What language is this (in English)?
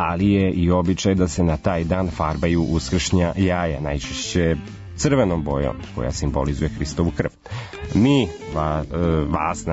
Serbian